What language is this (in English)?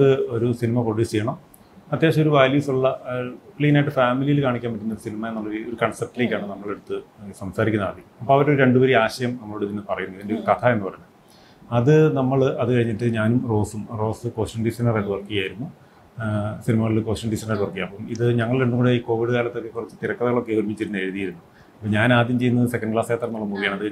Malayalam